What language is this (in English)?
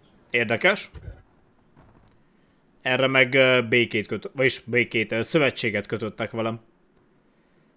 Hungarian